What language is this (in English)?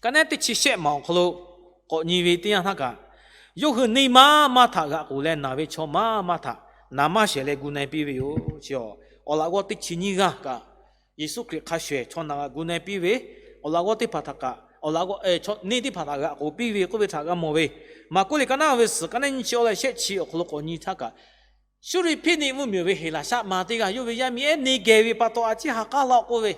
Lahu